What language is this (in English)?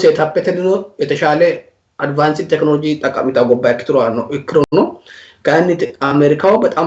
Sidamo